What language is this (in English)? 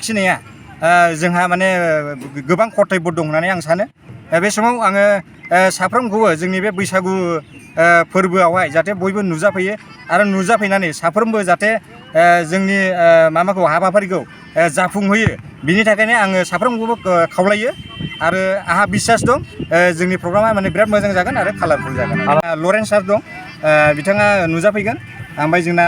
Bodo